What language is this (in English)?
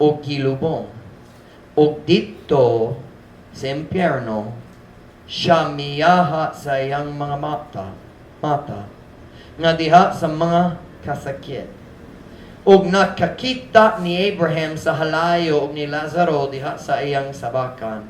Cebuano